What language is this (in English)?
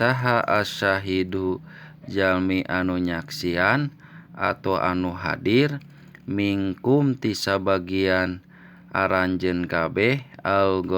Sundanese